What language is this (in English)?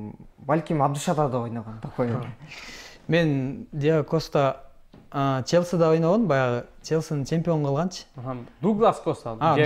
Kyrgyz